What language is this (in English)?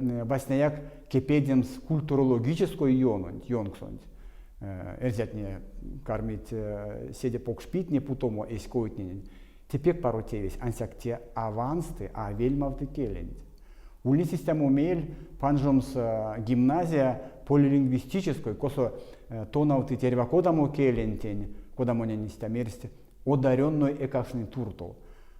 Erzya